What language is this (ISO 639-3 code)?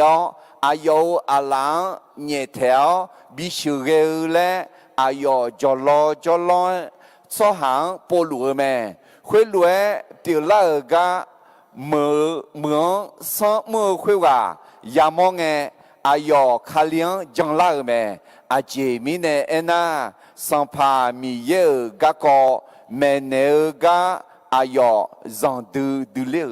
ahk